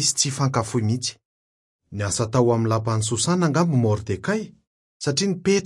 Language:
Malagasy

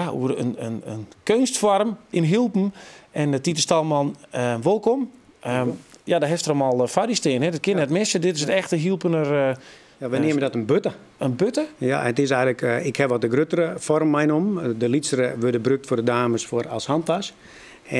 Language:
Western Frisian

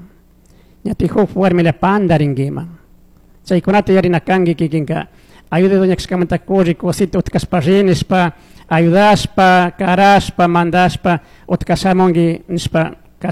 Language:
Chimborazo Highland Quichua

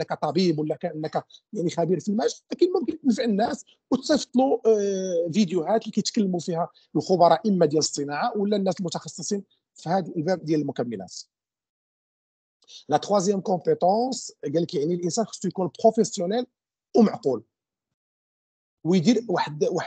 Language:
Moroccan Arabic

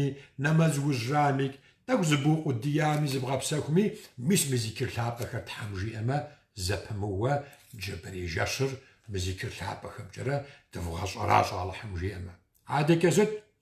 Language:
Kabardian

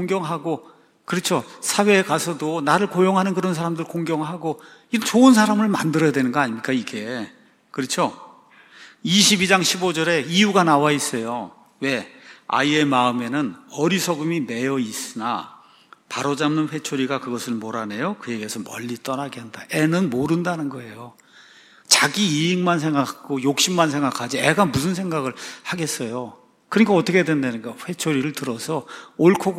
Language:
Korean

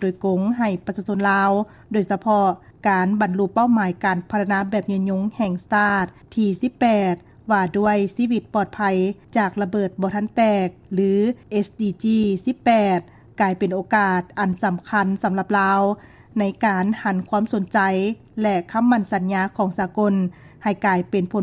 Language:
Lao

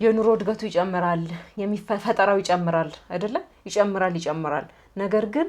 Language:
Amharic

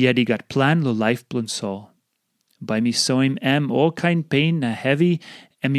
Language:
Tok Pisin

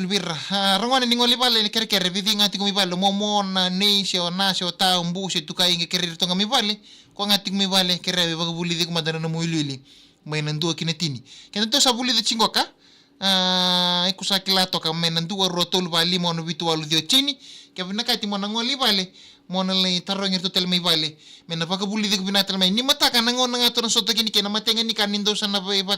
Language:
Fijian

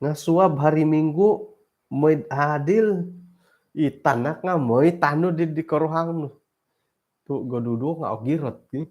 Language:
Central Dusun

